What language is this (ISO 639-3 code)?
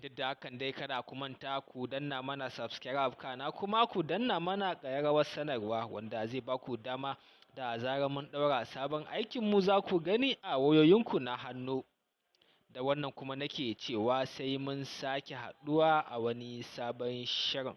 hau